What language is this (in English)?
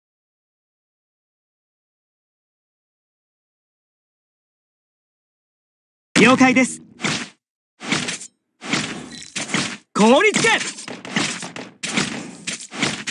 Japanese